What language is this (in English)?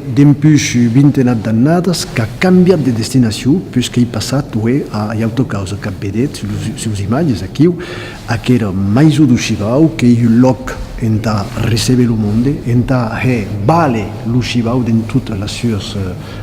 Occitan